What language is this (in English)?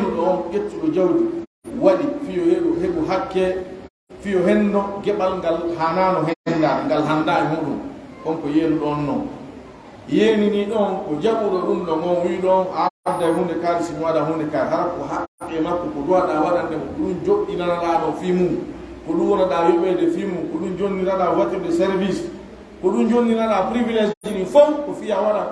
Pular